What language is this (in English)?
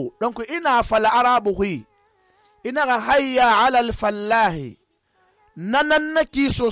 Susu